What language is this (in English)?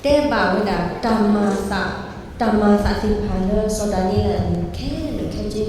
S'gaw Karen